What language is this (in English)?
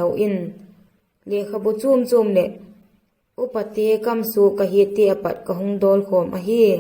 Vaiphei